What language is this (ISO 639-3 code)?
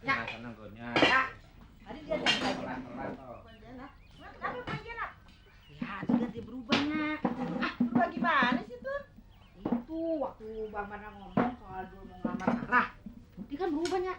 bew